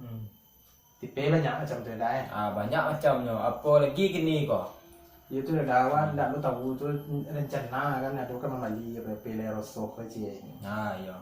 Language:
Minangkabau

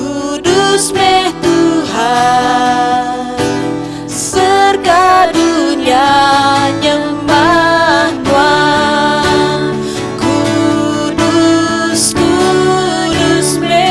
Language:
Iban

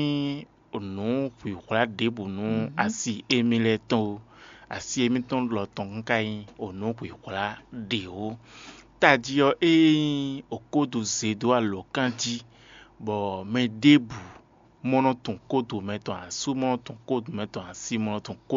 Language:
Fon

